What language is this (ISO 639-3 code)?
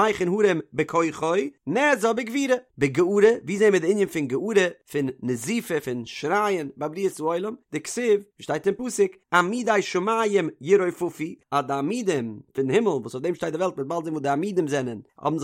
yid